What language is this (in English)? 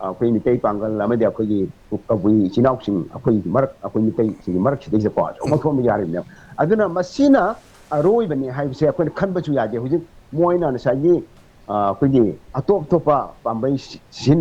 Manipuri